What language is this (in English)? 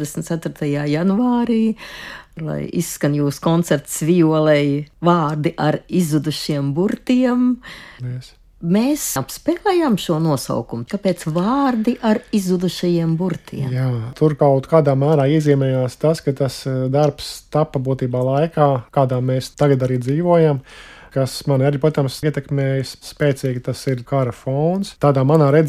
Latvian